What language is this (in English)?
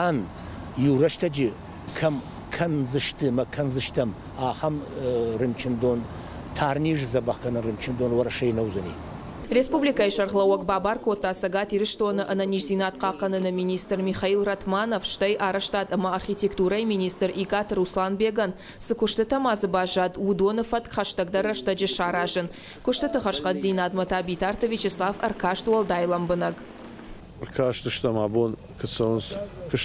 Ossetic